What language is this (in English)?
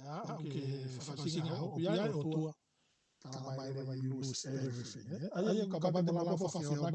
Tongan